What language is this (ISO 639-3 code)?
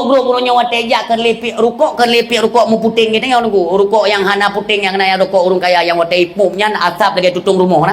ace